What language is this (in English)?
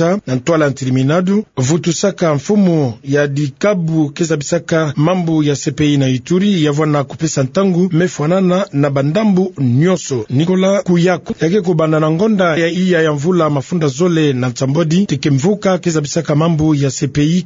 Kituba (Democratic Republic of Congo)